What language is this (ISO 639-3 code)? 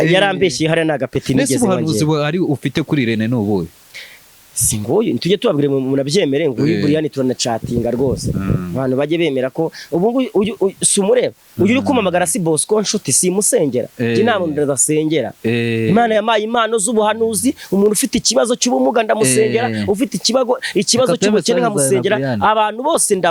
kin